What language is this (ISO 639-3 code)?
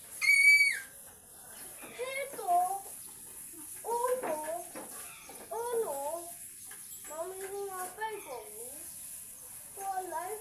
mya